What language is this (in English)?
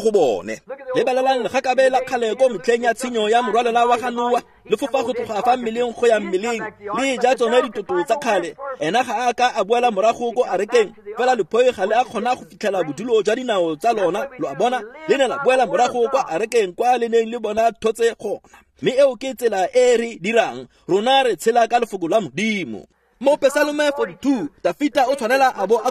Tswana